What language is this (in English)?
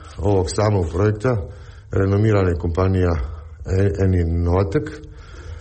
Serbian